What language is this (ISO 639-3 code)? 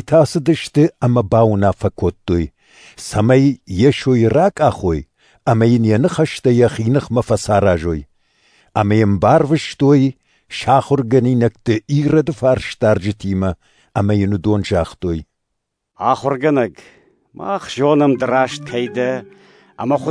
oss